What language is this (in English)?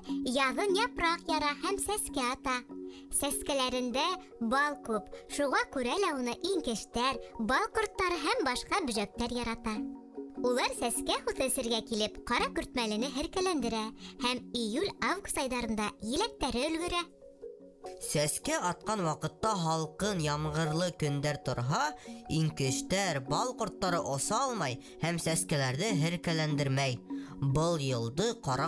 Bashkir